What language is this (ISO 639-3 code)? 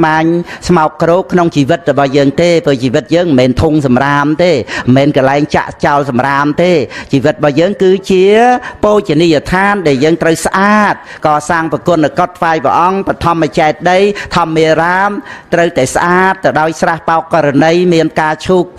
khm